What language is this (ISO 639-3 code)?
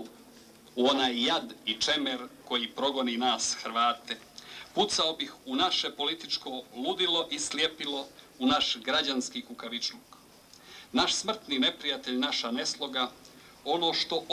hrv